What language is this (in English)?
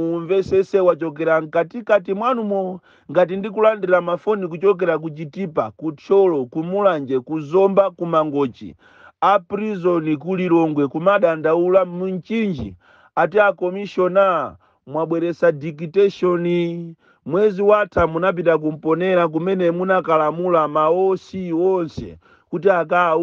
Nyanja